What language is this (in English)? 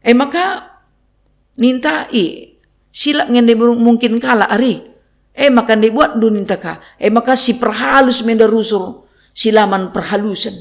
Batak Karo